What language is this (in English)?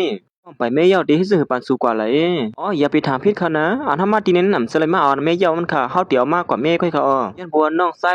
Shan